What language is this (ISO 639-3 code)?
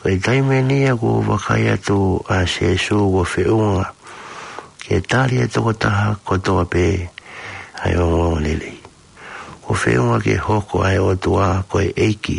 ton